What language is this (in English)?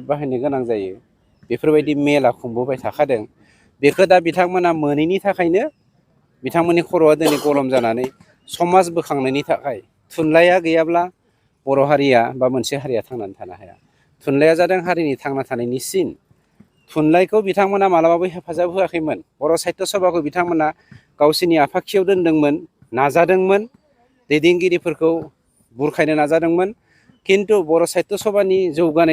Bodo